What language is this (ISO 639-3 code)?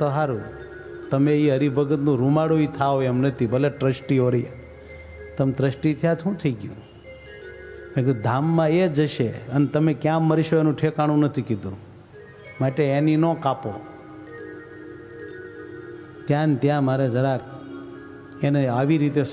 guj